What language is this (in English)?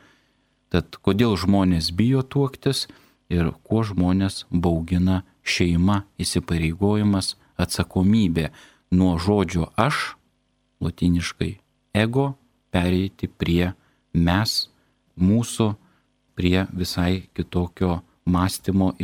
Lithuanian